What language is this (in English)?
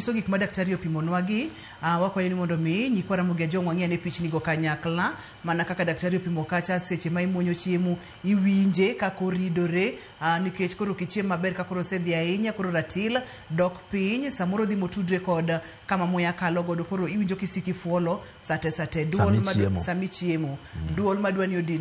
Luo (Kenya and Tanzania)